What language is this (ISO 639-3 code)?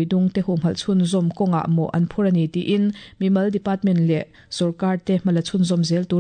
lus